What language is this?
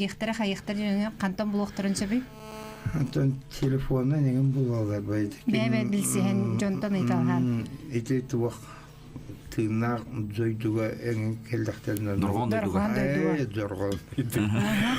Yakut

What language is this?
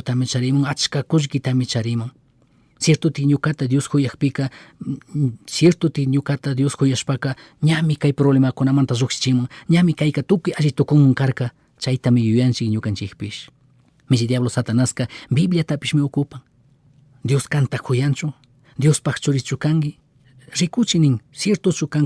Chimborazo Highland Quichua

